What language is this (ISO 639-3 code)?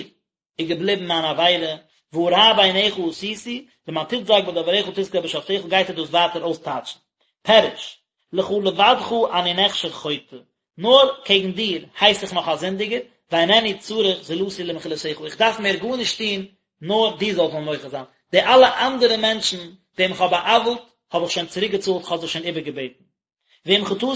yid